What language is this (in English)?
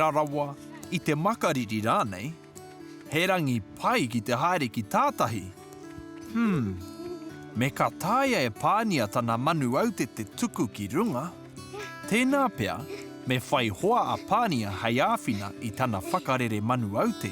Māori